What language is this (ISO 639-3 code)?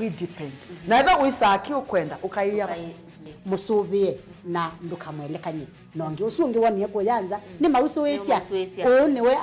kam